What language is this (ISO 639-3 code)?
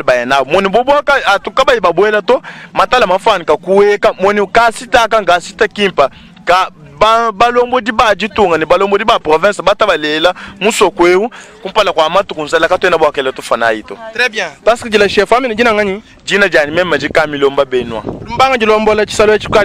lua